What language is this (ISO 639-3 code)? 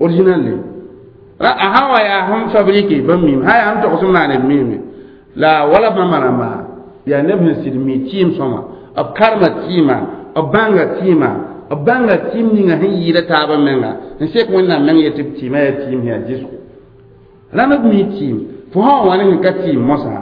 mos